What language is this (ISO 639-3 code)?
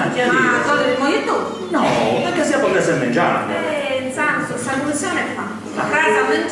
srd